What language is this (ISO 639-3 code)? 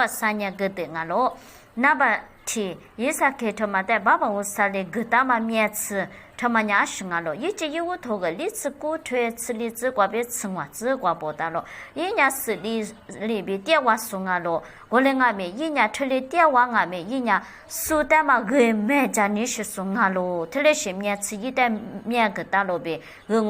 lis